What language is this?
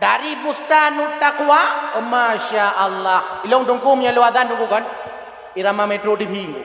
Achinese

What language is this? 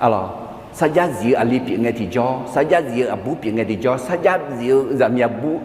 Akha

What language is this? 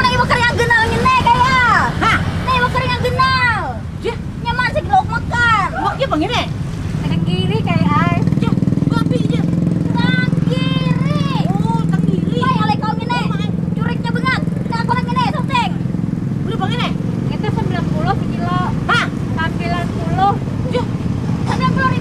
Banjar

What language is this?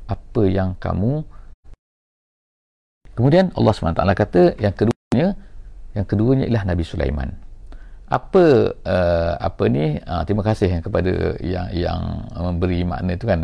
Malay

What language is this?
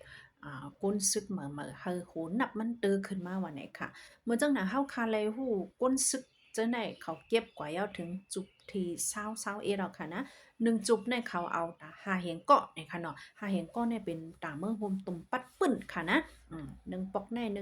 Shan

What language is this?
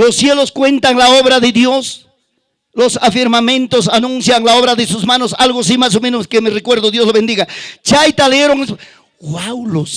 Ayacucho Quechua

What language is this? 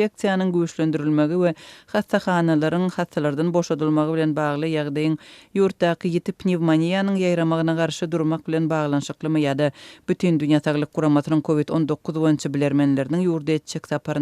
Turkmen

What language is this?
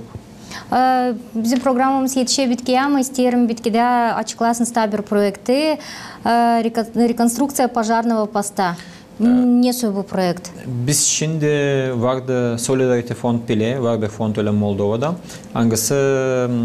Gagauz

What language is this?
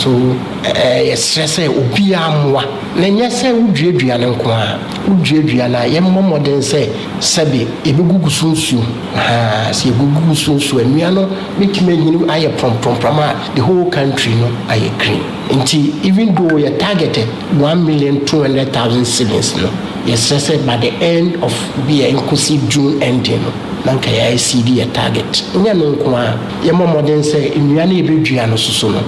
Akan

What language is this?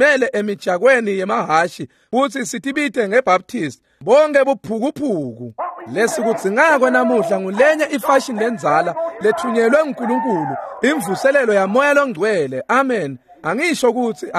Swati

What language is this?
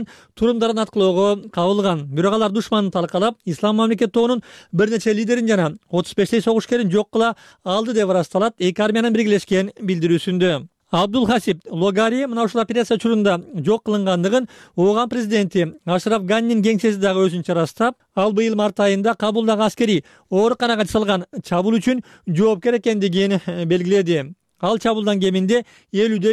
Kyrgyz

